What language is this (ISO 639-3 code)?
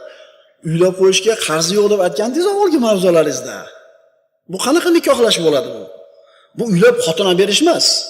uzb